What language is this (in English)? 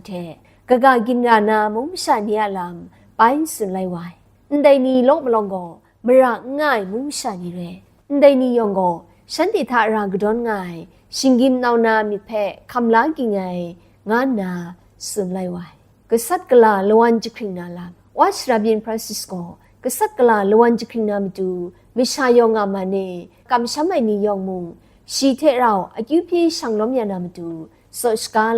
Kachin